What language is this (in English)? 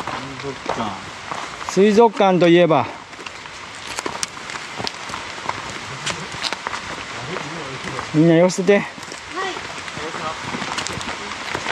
Japanese